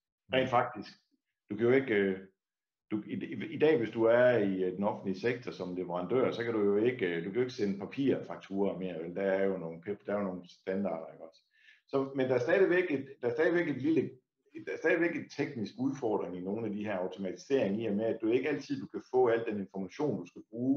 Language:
Danish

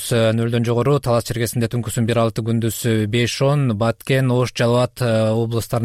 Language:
Kyrgyz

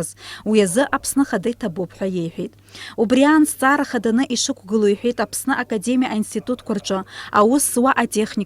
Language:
Abkhazian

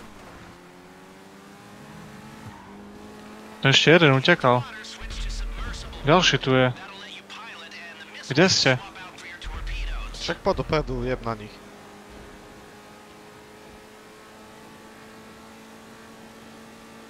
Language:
Slovak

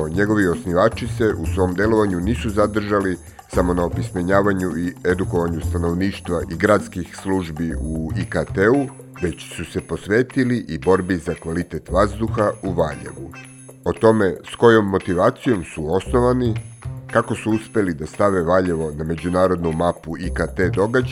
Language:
Serbian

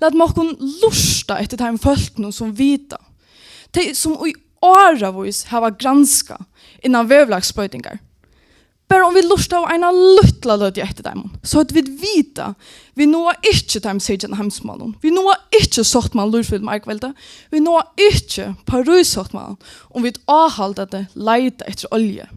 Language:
Faroese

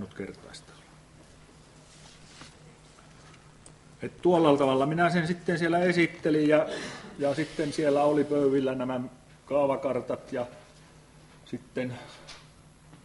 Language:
Finnish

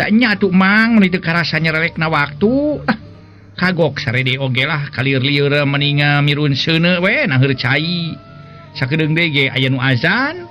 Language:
Sundanese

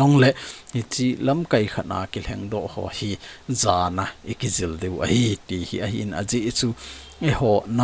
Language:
Thado Chin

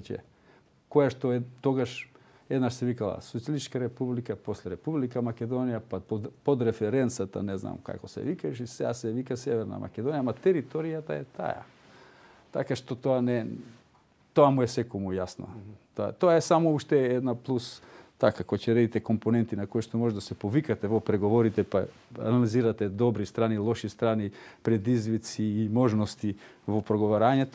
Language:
Macedonian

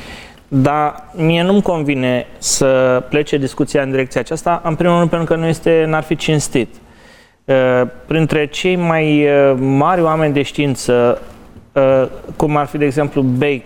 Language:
Romanian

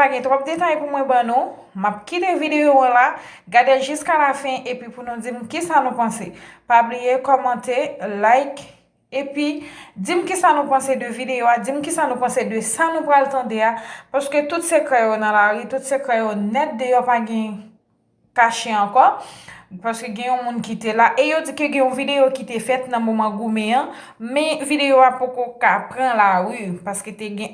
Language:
Haitian Creole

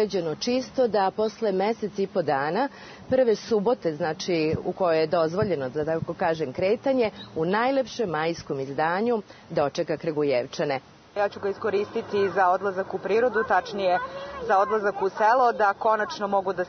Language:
Serbian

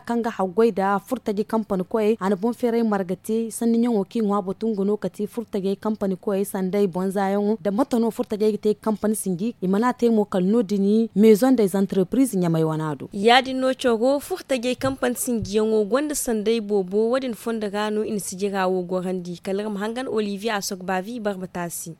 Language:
Zarma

